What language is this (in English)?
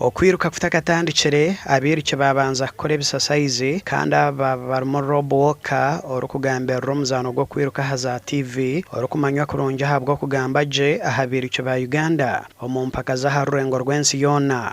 Nyankole